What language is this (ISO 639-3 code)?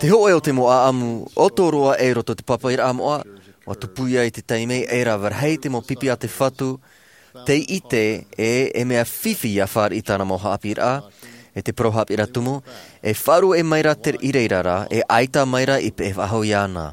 tah